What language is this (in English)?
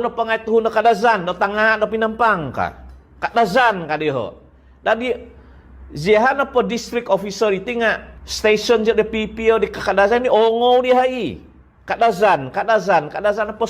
Central Dusun